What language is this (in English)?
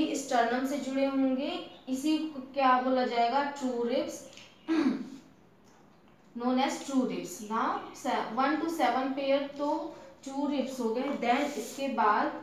Hindi